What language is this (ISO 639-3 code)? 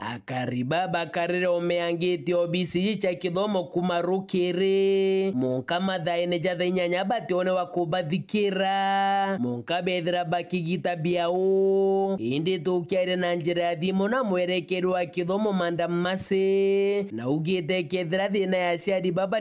mer